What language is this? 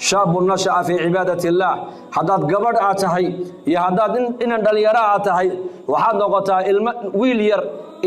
Somali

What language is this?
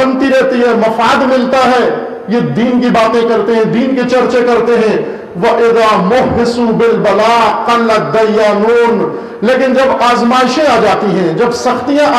Urdu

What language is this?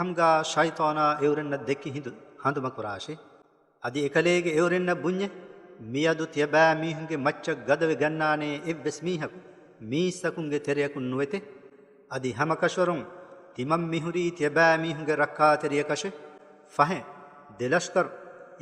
Divehi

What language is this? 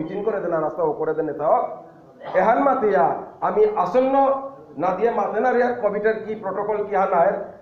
Bishnupriya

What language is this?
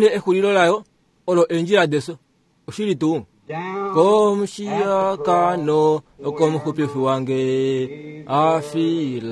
Kuanyama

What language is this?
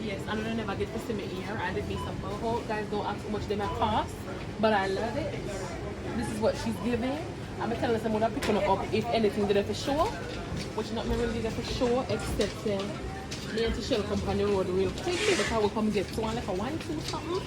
Jamaican Creole English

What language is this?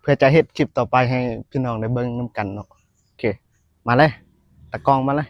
Lao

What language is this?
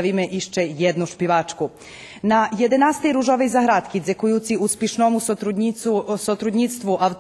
Rusyn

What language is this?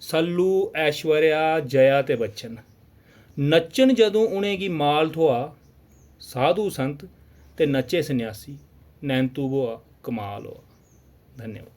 Dogri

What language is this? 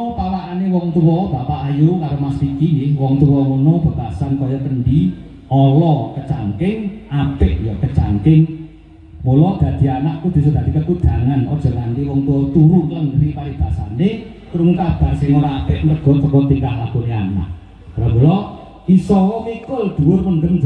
Javanese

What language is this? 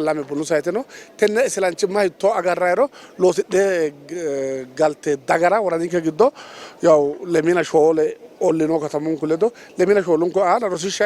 Sidamo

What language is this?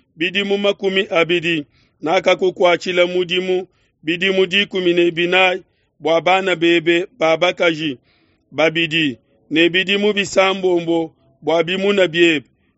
Luba-Lulua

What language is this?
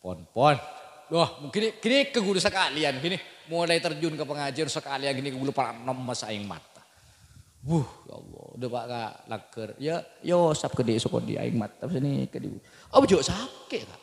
Madurese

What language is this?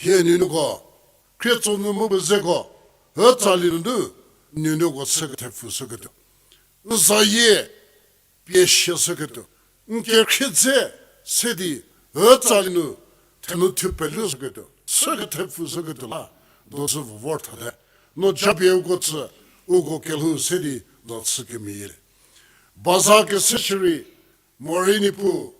Angami Naga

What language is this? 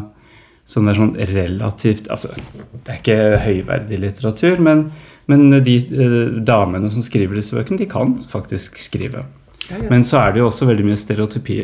Norwegian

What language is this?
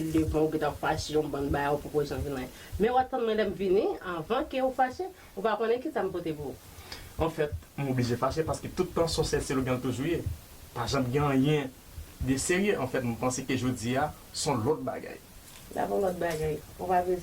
Haitian Creole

